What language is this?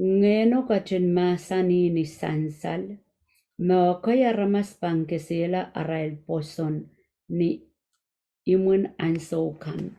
Pohnpeian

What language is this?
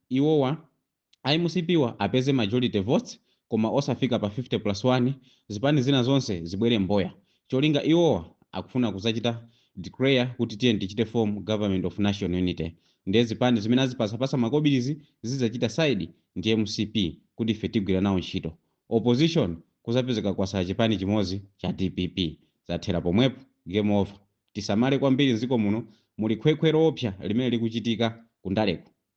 Nyanja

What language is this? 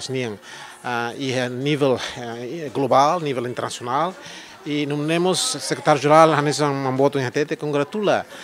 Tetum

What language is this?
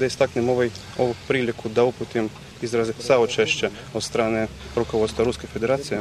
Serbian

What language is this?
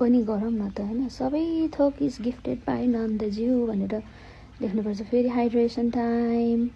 Nepali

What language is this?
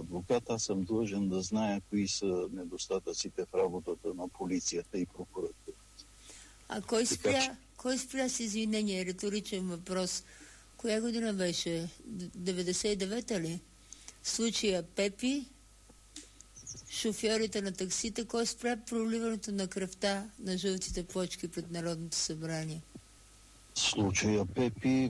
Bulgarian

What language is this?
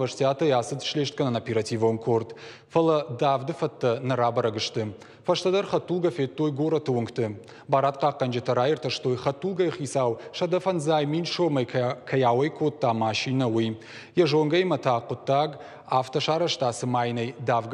Ossetic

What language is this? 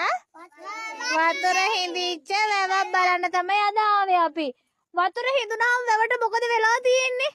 Sinhala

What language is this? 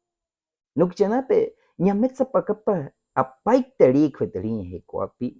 Baniwa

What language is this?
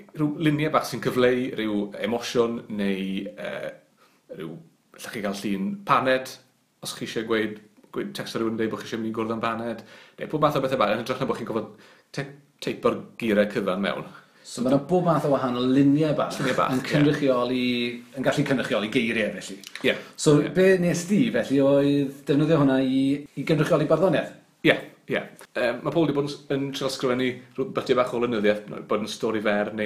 Welsh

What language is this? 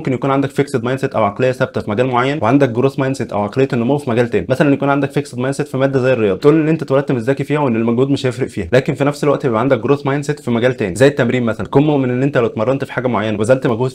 Egyptian Arabic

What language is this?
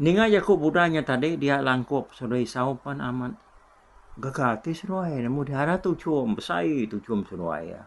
Iban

